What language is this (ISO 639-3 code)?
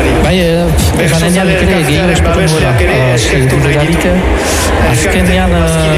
eus